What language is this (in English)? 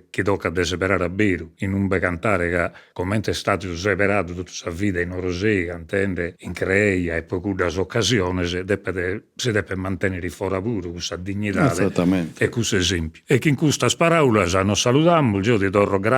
Sardinian